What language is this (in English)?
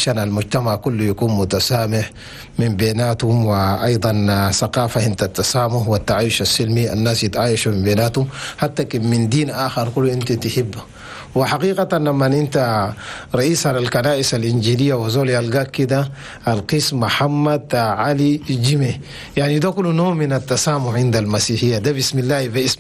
Chadian Arabic